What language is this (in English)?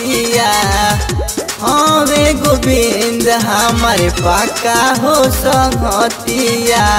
Bhojpuri